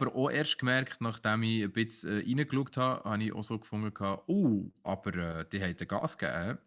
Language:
Swiss German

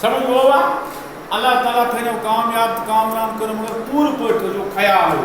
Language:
Kashmiri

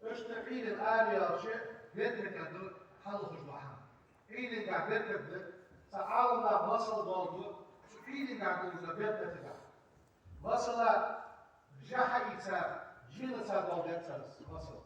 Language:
Ingush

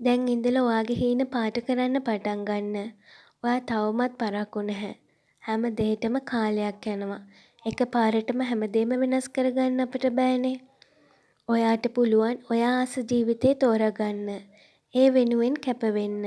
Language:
Sinhala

